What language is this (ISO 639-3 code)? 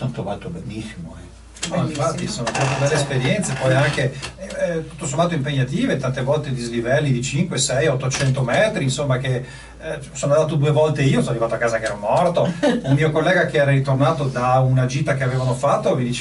ita